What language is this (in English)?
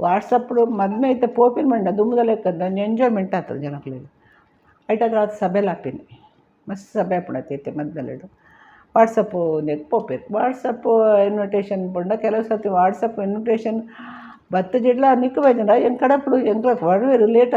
Tulu